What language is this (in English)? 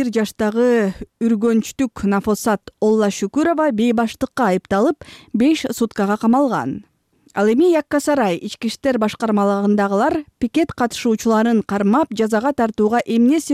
Kyrgyz